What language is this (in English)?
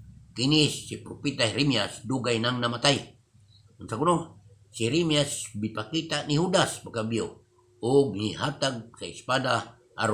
Cebuano